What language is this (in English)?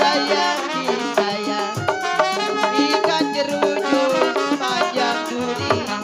Betawi